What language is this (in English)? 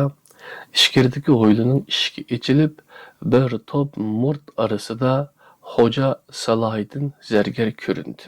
Uyghur